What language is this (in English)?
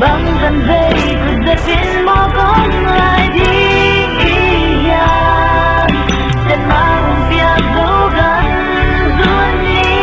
Tedim Chin